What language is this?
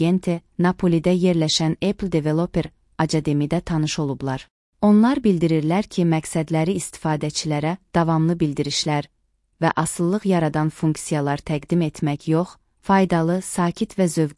Azerbaijani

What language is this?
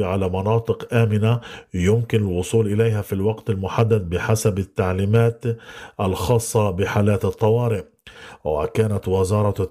Arabic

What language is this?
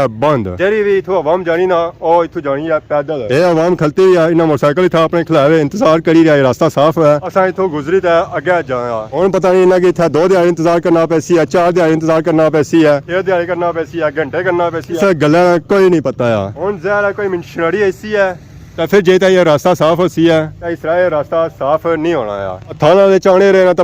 Pahari-Potwari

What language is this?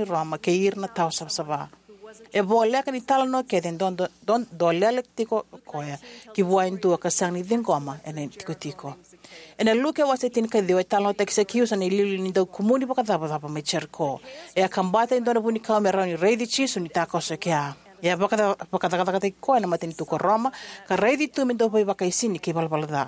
Fijian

